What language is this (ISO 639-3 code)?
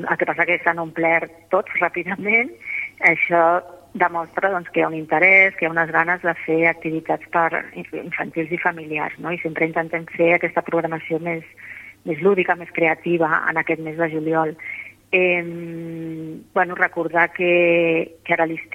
cat